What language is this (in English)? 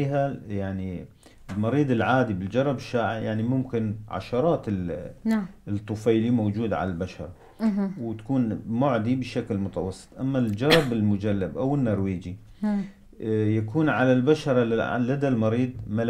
North Levantine Arabic